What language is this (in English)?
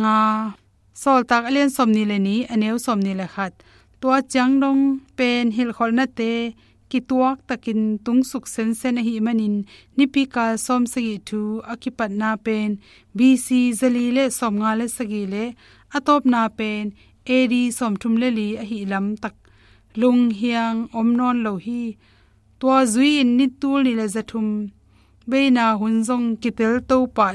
Tedim Chin